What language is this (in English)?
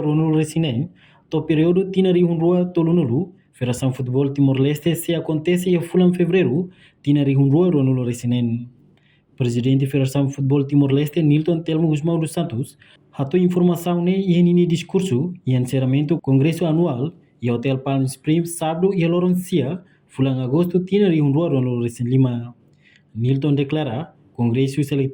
Tetum